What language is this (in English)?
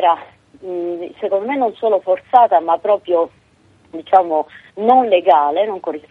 Italian